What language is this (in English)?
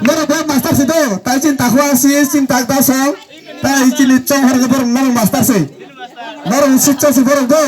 Kok Borok